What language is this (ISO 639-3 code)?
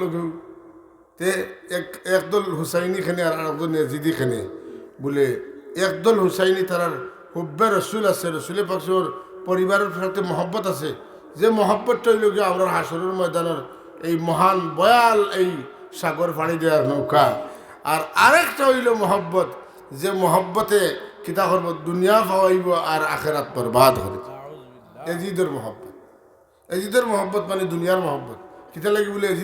syl